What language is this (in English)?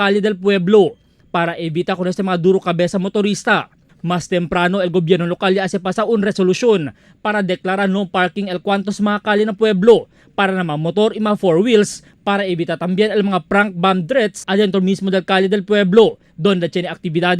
Chavacano